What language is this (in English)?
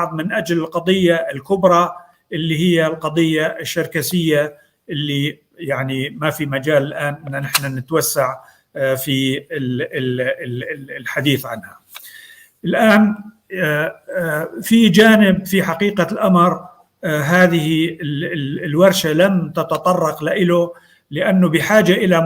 North Levantine Arabic